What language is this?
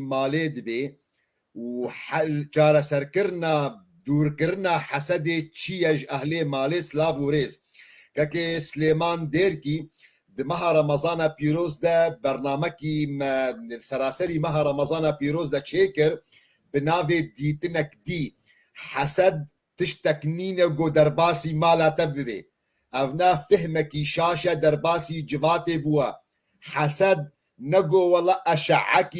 Kurdish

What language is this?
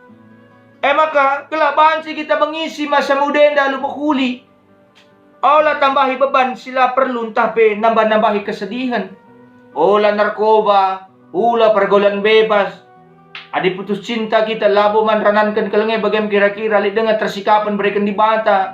Batak Karo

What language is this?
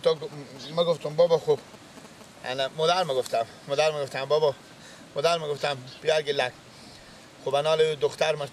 Persian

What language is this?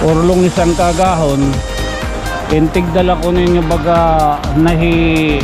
Waray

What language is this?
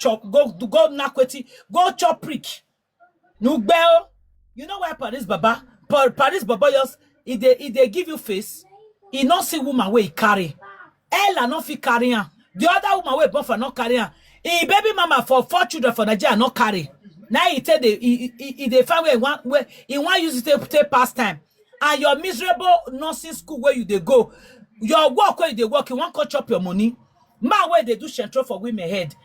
Nigerian Pidgin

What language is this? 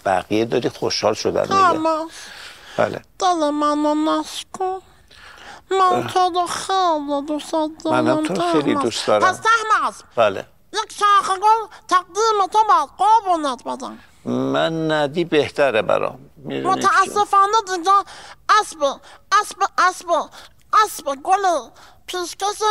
Persian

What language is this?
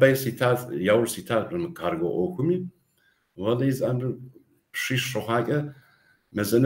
Kabardian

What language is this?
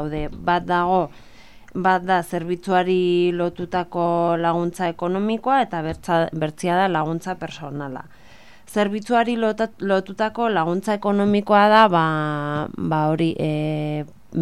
Basque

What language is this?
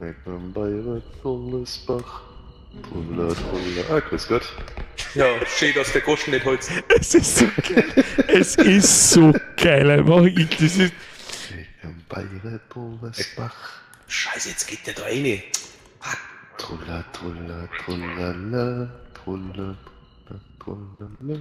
Bavarian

